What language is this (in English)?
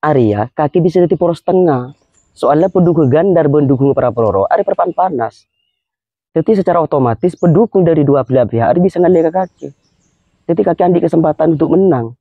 Madurese